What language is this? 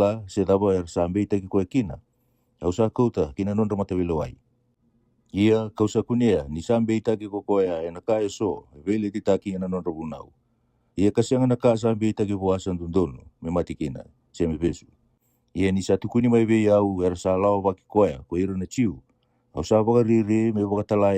Fijian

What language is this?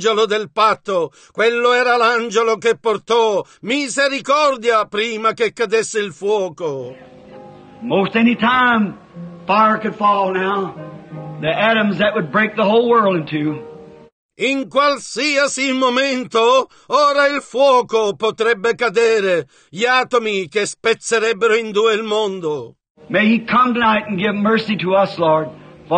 Italian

